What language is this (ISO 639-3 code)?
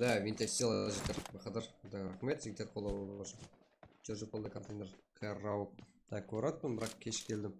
kaa